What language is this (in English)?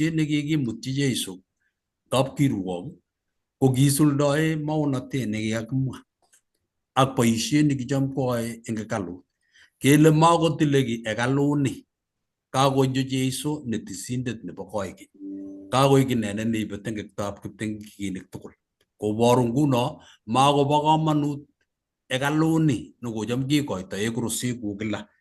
Kalenjin